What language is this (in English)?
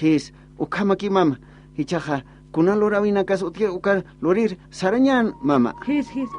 Aymara